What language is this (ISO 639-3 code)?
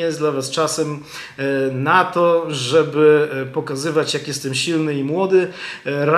pol